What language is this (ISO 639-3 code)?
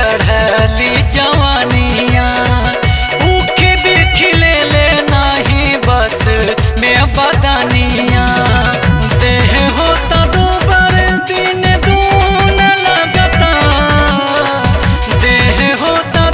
bho